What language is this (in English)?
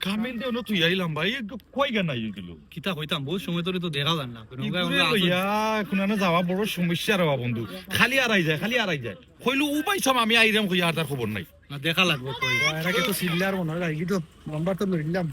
Sylheti